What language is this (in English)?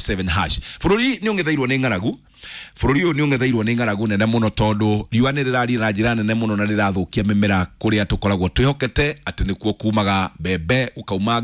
Kikuyu